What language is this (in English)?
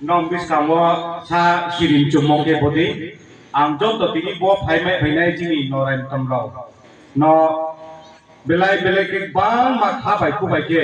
Riang (India)